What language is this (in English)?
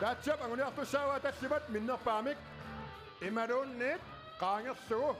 Kalaallisut